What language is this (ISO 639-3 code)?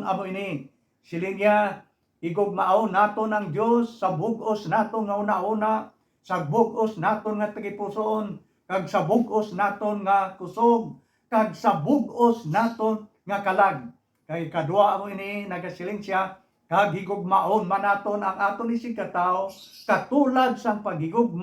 hil